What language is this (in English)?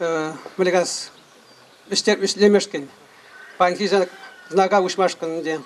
Chuvash